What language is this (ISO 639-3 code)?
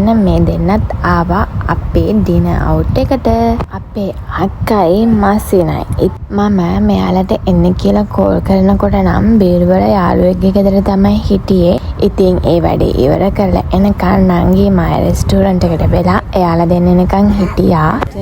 sin